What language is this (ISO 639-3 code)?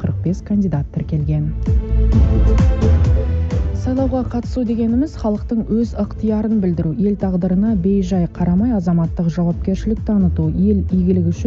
kaz